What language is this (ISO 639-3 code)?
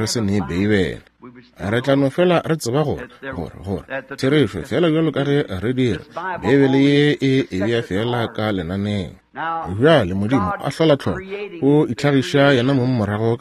nso